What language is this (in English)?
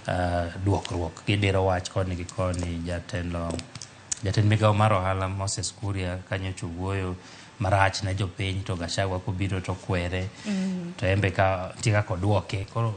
Luo (Kenya and Tanzania)